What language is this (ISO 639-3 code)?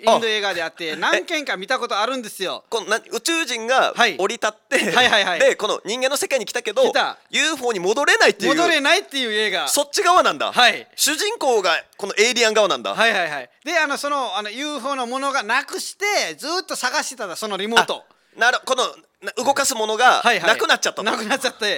jpn